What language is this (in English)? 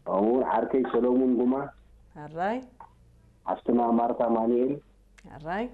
Tigrinya